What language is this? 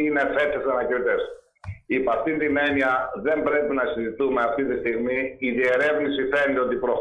Greek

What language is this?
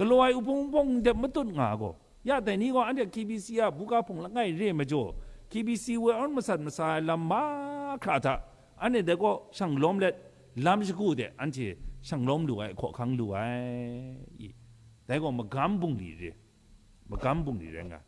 Kachin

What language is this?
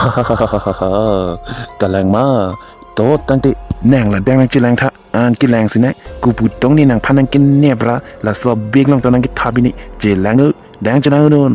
Karbi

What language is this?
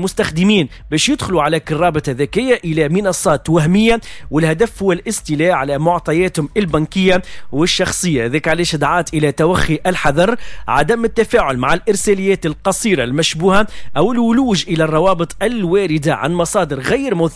Tunisian Arabic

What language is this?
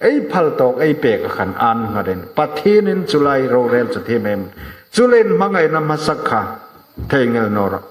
Hmar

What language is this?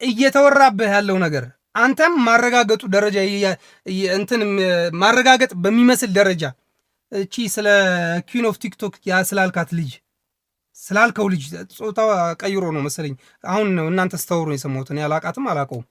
Amharic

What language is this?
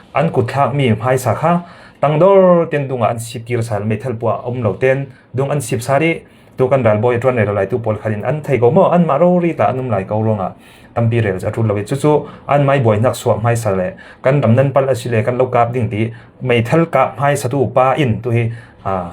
Falam Chin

